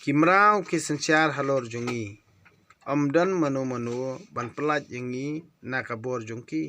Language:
Khasi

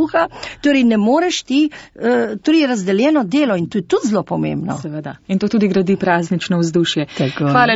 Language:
Slovenian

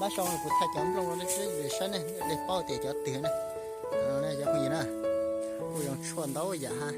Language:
Hmong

